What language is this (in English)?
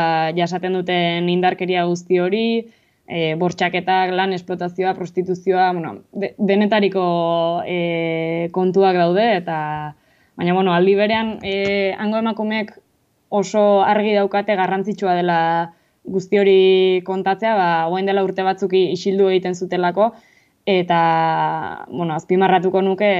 Basque